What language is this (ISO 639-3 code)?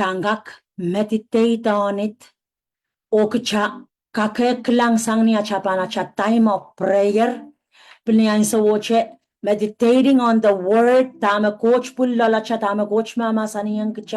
pon